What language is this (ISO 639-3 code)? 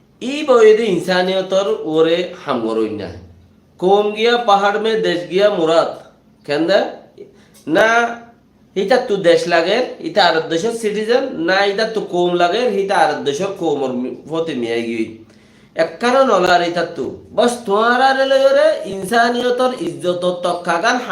rhg